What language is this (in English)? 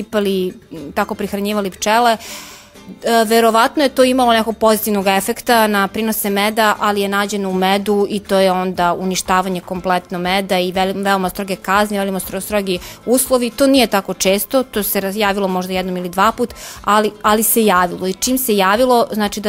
Serbian